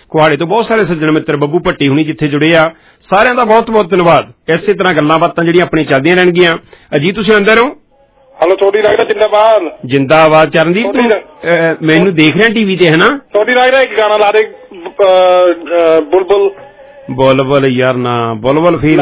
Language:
Punjabi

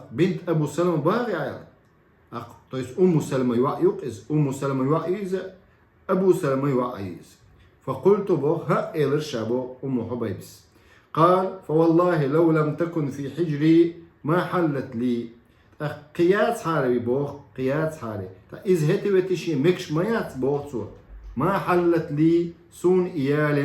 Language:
Chechen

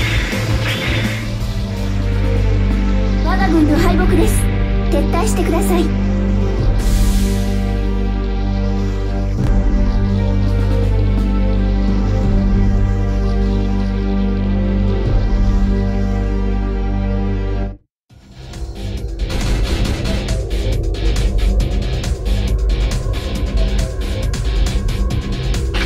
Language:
Japanese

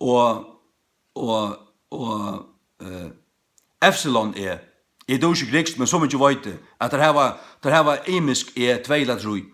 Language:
Faroese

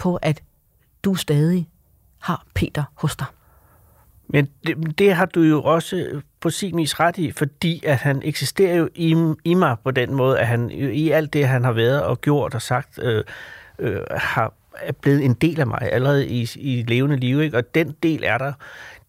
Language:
Danish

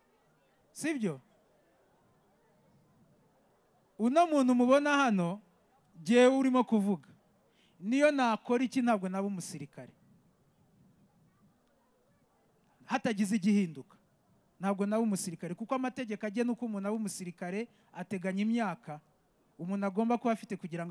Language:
Kinyarwanda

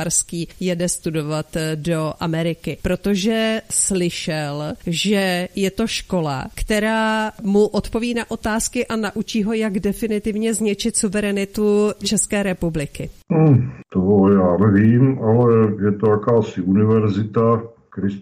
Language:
Czech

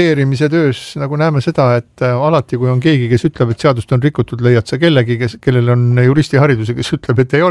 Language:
Estonian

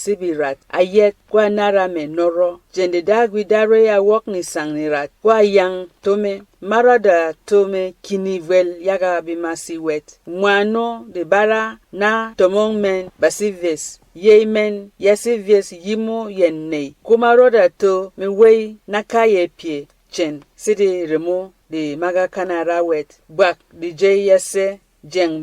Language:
Berom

